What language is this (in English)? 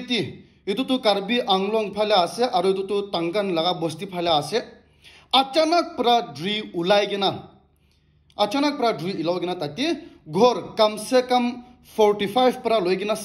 Naga Pidgin